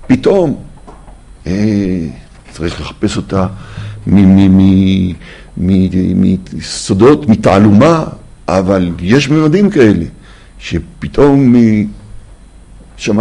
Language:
Hebrew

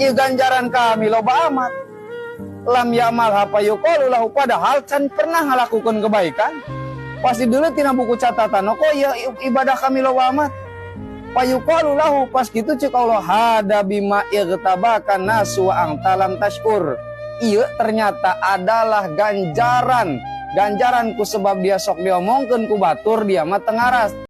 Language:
Sundanese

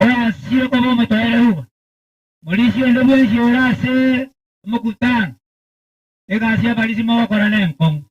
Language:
Gusii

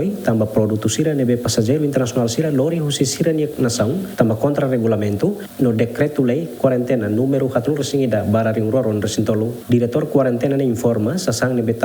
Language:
Tetum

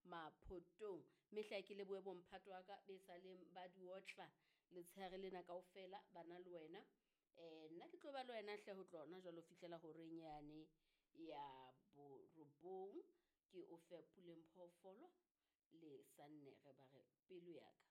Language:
Southern Sotho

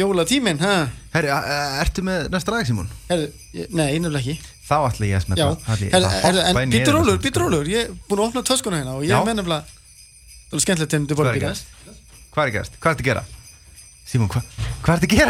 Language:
Icelandic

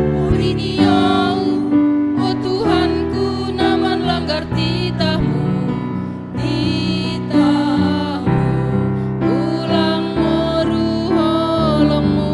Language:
Batak Simalungun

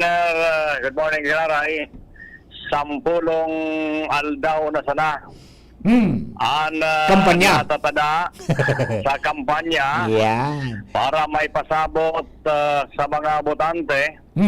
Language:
Bikol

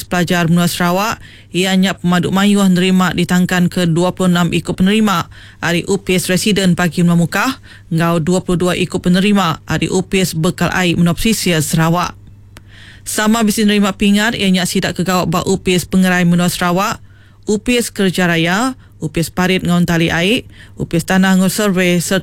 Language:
Iban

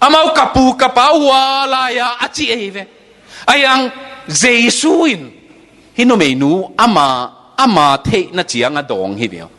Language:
Tedim Chin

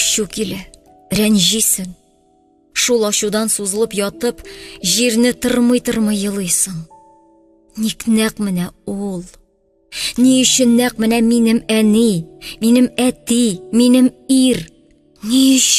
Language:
Tatar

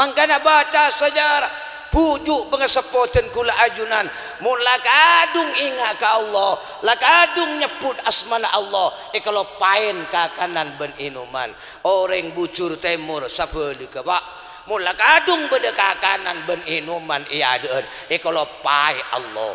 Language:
Madurese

